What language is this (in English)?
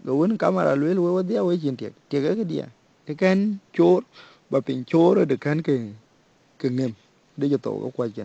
Dinka